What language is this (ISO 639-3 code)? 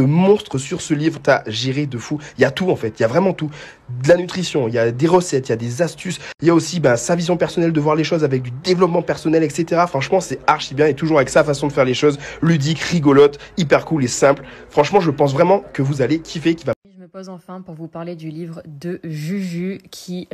fra